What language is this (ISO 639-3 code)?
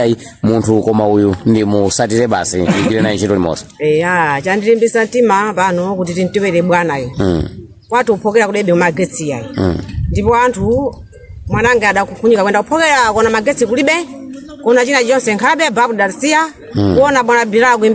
nya